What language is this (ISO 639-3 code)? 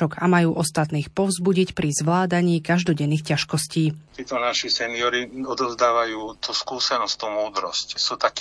slk